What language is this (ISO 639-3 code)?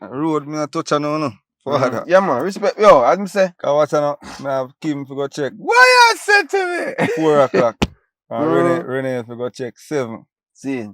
jam